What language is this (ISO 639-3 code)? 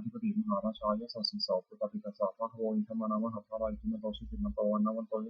pli